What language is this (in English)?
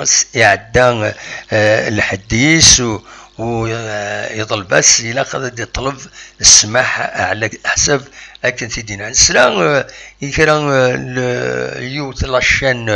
Kabyle